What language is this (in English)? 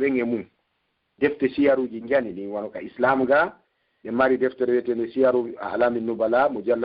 Pular